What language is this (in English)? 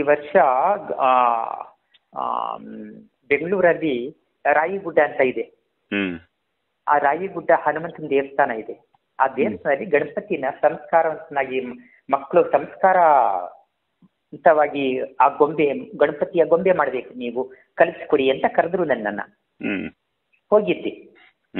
Kannada